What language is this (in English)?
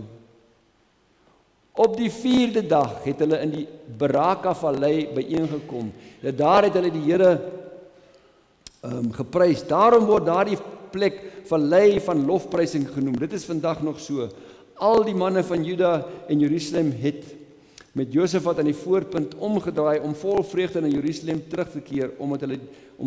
Afrikaans